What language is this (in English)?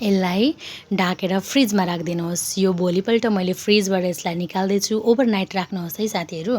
Nepali